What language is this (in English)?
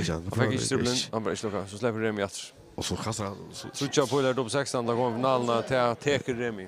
Faroese